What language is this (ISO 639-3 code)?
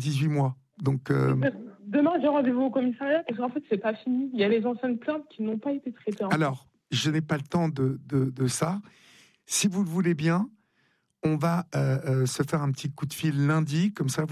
fra